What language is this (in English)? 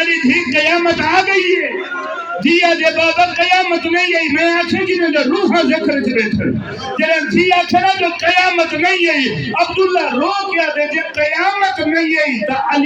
Saraiki